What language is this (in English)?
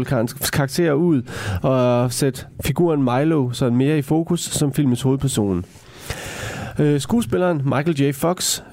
Danish